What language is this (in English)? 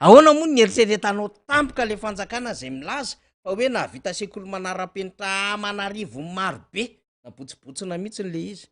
Malagasy